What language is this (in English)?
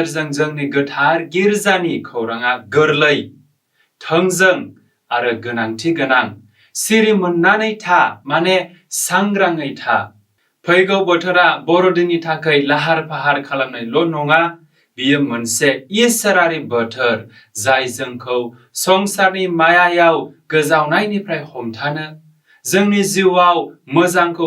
Bodo